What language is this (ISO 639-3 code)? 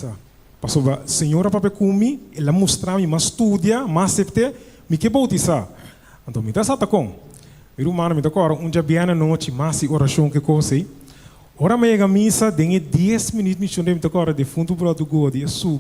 pap